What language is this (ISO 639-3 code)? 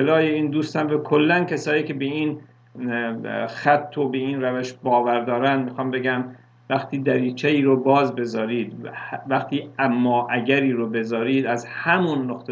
fas